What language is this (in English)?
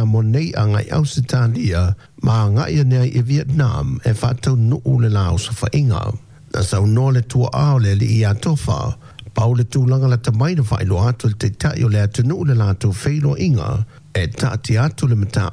Samoan